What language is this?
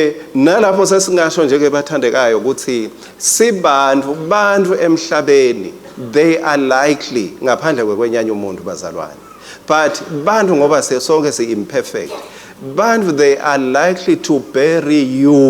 Swati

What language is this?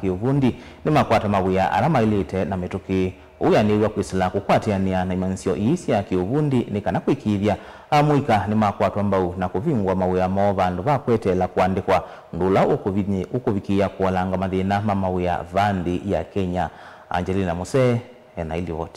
Kamba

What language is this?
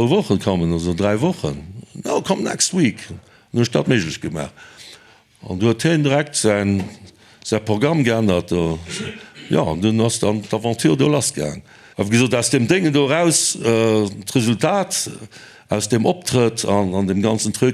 Luxembourgish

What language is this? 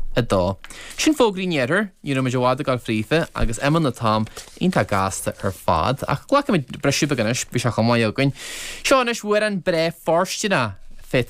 Irish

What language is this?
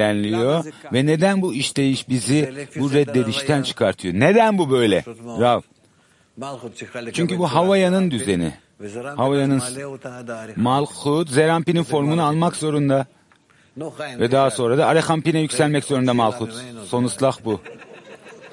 Turkish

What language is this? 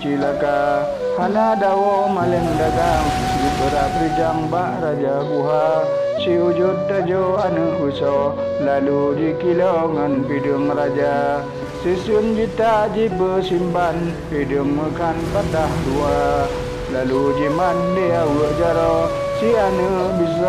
Achinese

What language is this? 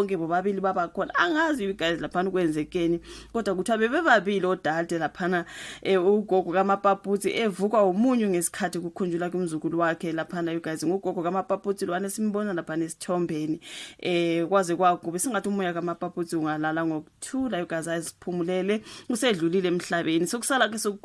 Zulu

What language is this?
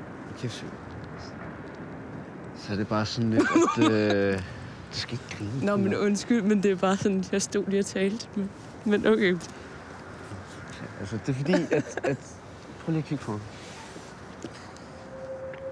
Danish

